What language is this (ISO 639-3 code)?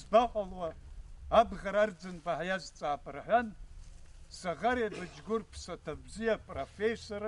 abk